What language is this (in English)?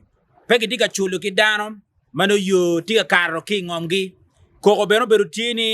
Acoli